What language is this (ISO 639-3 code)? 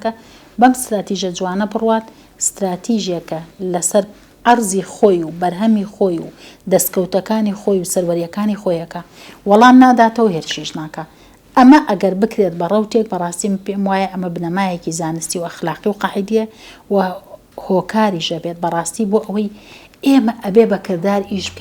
ckb